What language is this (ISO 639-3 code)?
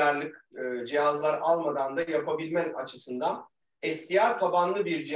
tur